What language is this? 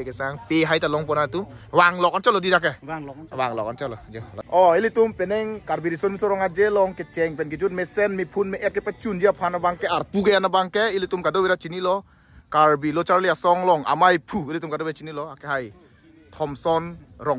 Karbi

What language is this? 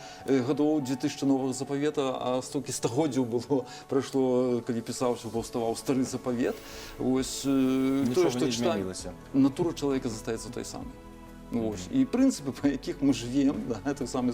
Belarusian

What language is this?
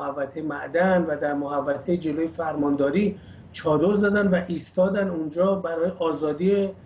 Persian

